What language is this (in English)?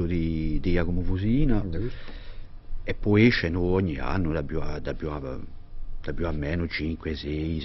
Corsican